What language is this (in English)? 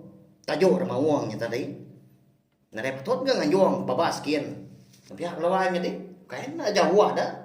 Iban